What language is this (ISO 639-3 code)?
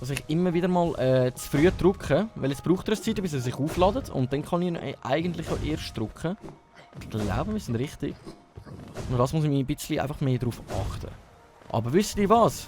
gsw